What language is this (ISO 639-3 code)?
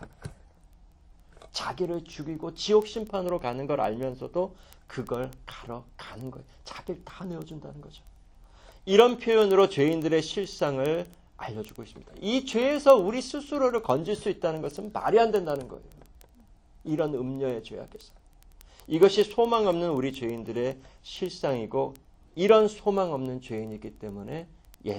kor